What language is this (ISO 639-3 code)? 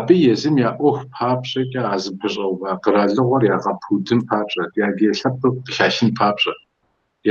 kbd